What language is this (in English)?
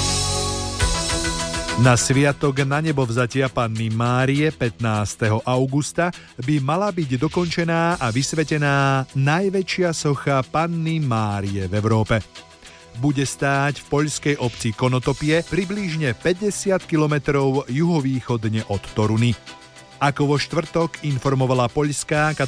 Slovak